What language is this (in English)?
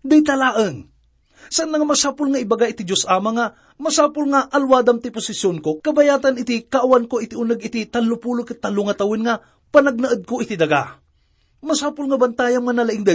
Iloko